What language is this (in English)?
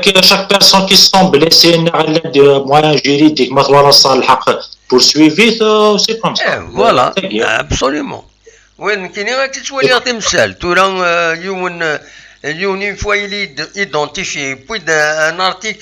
Kabyle